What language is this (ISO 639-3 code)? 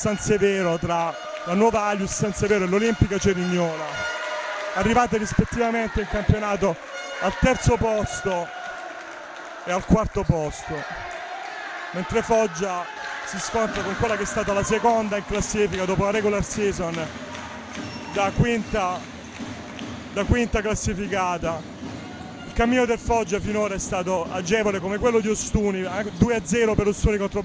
ita